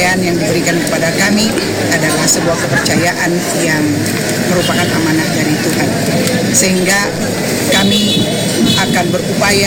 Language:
Indonesian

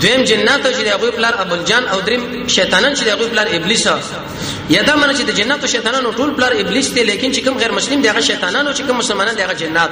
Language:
Pashto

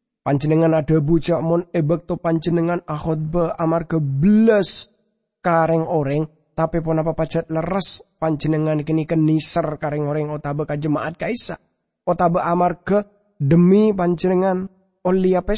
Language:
Madurese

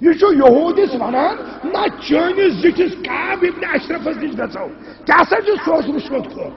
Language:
Kashmiri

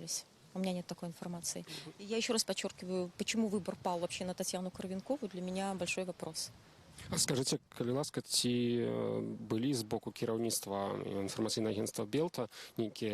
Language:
Belarusian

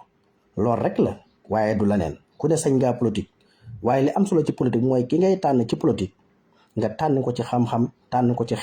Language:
Wolof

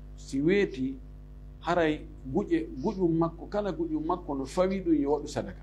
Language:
Fula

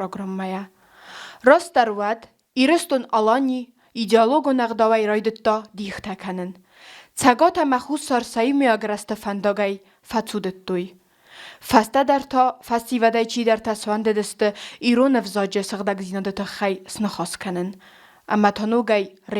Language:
Ossetic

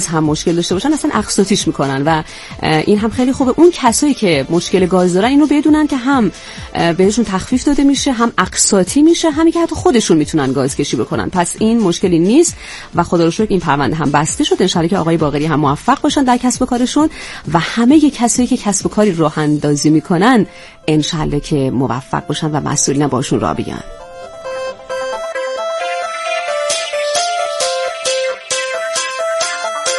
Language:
Persian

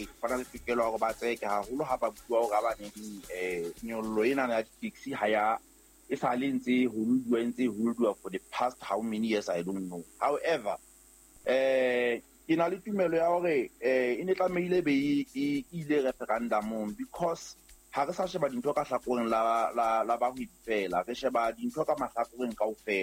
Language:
Southern Sotho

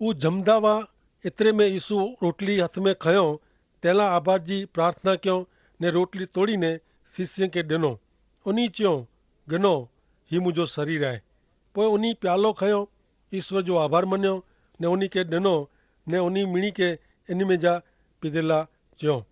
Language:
Kachhi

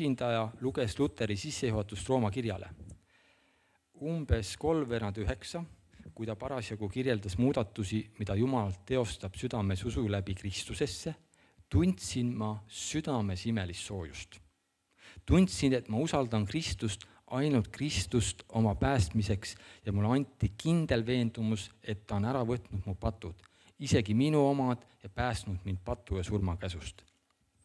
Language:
Estonian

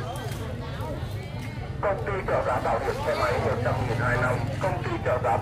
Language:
Vietnamese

